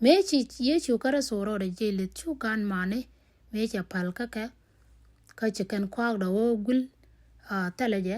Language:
Nuer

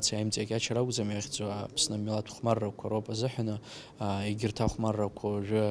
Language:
Abkhazian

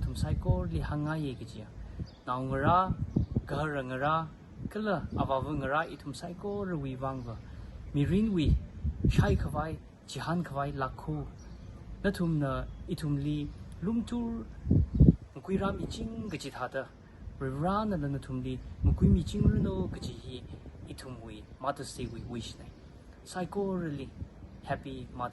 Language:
Tangkhul Naga (India)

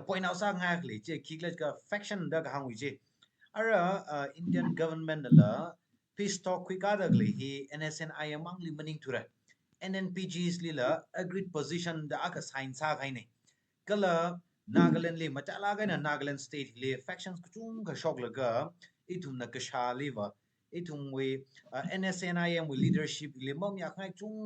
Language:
Tangkhul Naga (India)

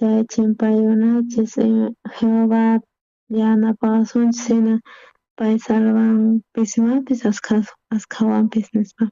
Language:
South Bolivian Quechua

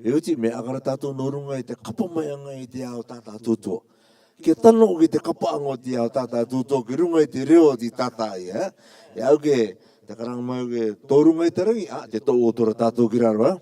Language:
Rarotongan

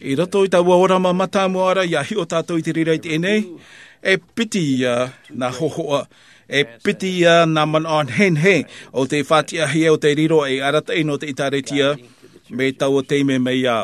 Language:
Tahitian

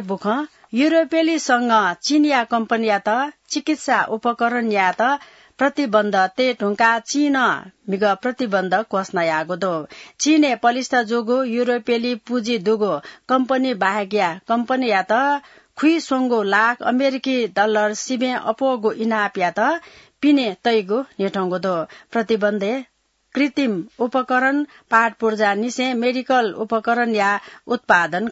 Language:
Newari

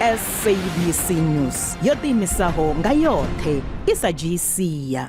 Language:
Venda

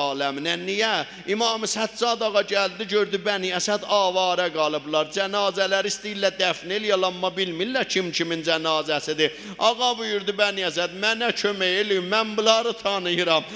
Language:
South Azerbaijani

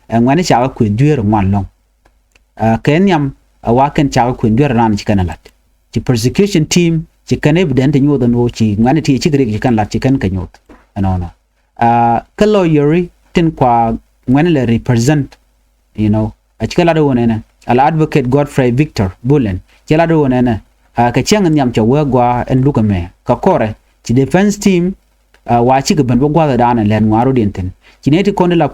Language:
Nuer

